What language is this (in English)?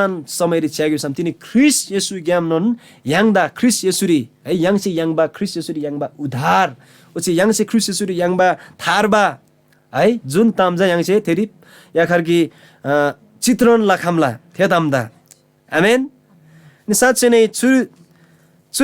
Eastern Tamang